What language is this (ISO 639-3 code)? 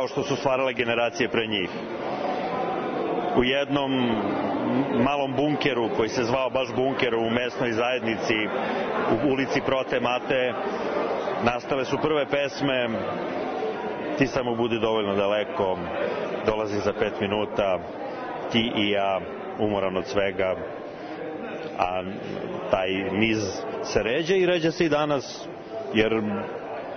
srp